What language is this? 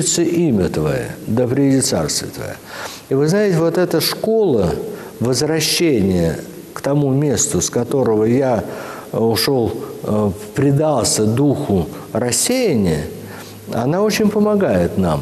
Russian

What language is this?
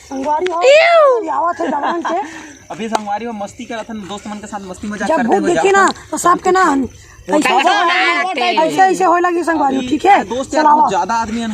Chhattisgarhi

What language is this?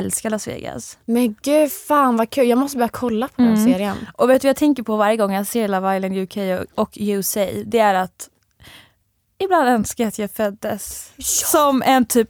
Swedish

